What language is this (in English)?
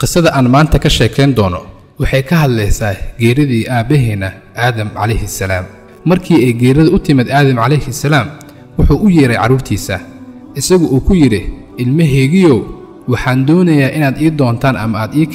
Somali